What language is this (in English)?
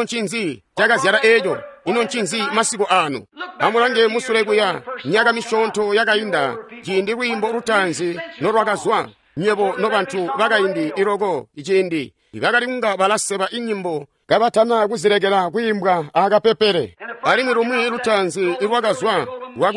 Tonga (Zambia)